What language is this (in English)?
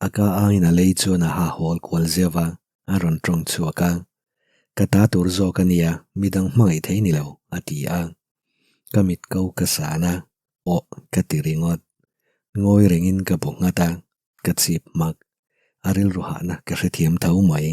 Mizo